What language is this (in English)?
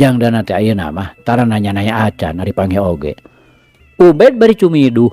Sundanese